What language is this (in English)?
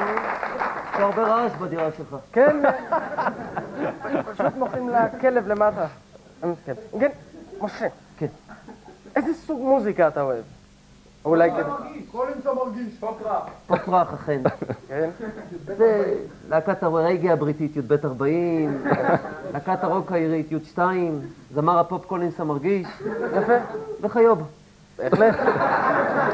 Hebrew